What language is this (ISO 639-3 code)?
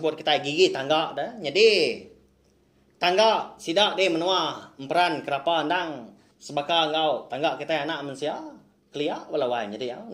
iba